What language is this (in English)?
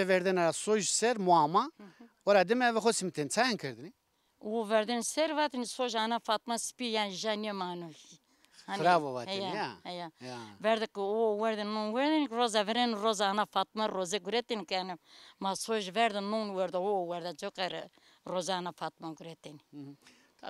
Zaza